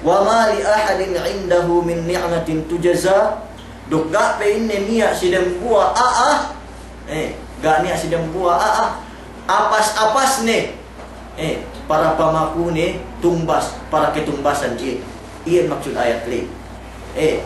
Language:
Yakan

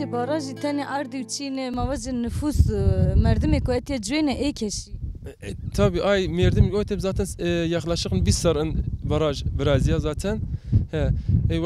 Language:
Zaza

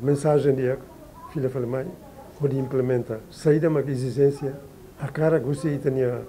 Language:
Tetum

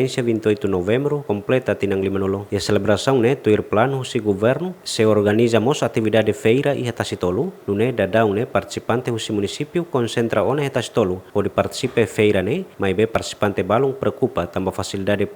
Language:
Tetum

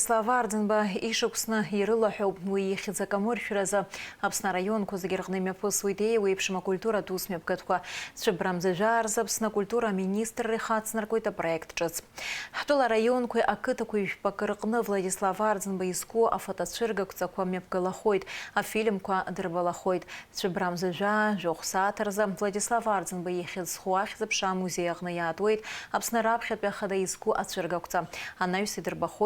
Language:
Abkhazian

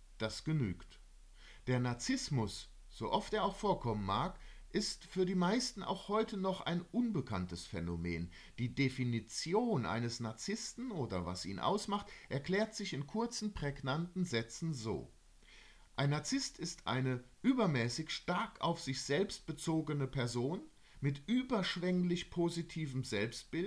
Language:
German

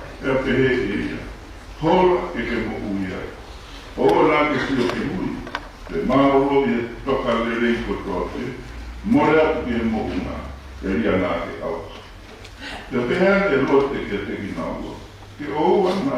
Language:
Tongan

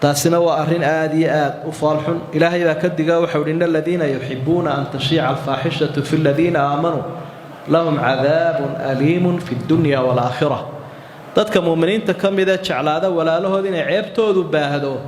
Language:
Somali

